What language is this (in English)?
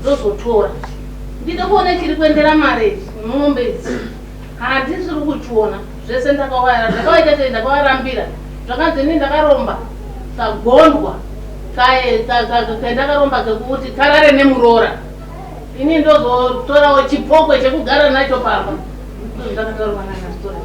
Shona